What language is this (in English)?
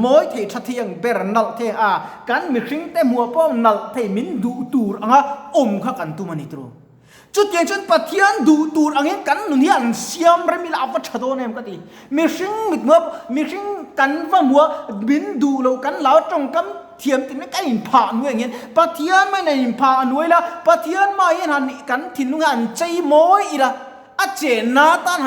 Mizo